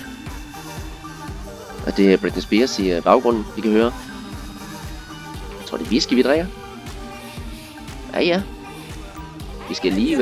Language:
Danish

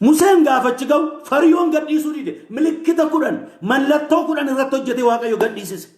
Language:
Oromo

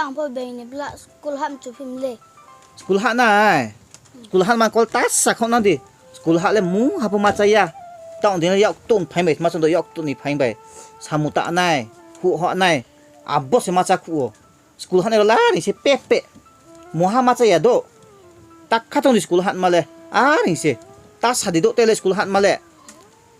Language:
Riang (India)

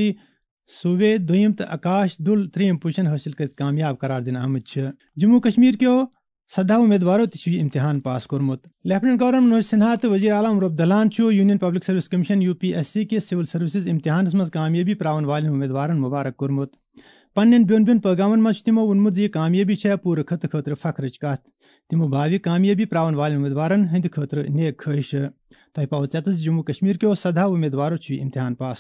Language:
Kashmiri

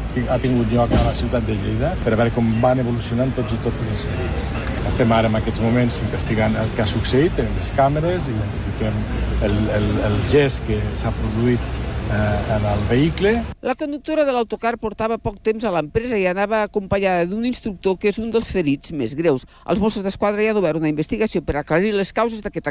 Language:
Catalan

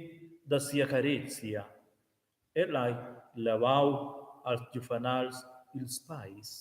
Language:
Romansh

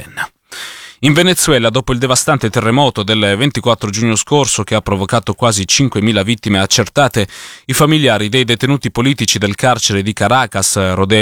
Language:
Italian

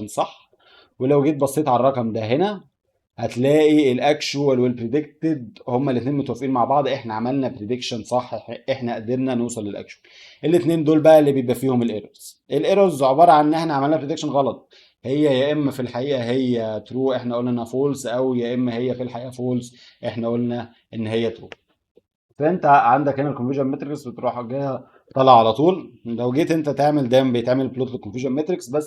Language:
Egyptian Arabic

